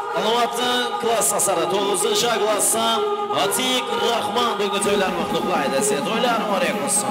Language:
Kara-Kalpak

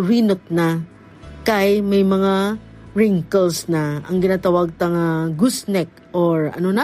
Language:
Hiligaynon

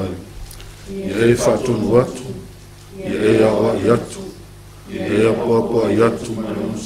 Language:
Samoan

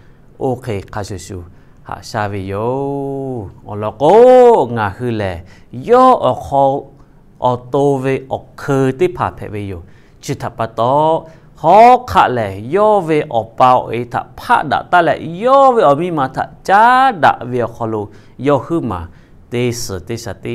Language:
Lahu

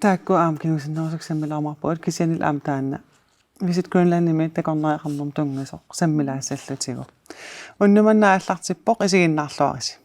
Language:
Kalaallisut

